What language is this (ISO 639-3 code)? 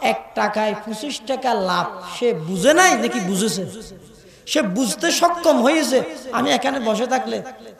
ben